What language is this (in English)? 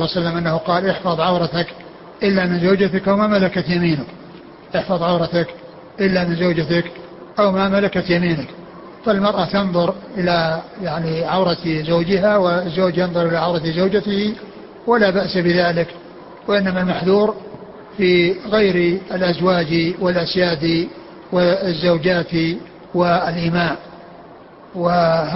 Arabic